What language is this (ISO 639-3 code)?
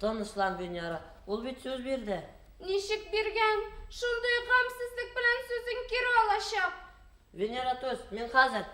bak